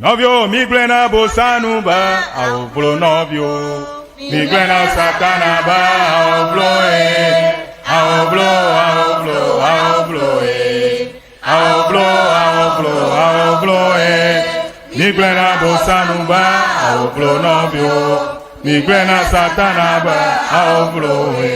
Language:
Ewe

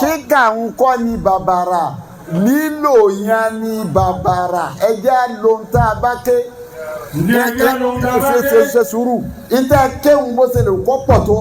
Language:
Yoruba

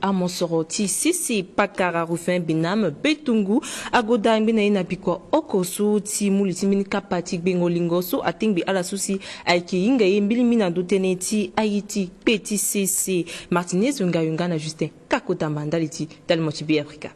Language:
Sango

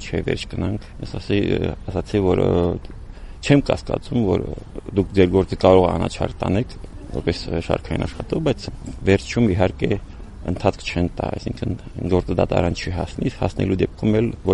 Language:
Armenian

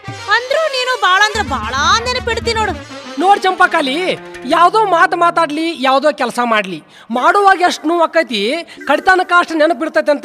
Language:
Kannada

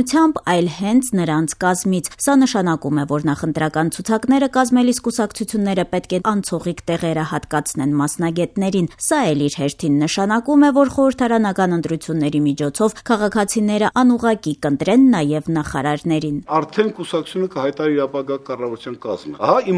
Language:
Armenian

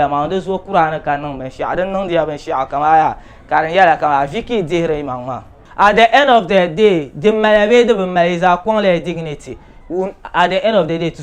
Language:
Dagbani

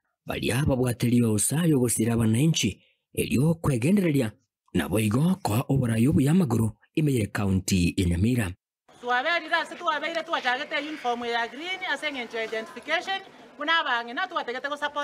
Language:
Gusii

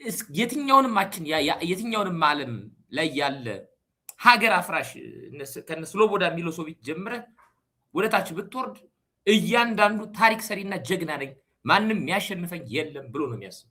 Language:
Amharic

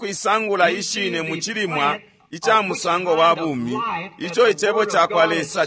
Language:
Bemba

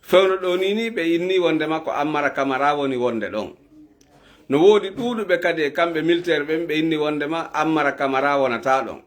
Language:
Fula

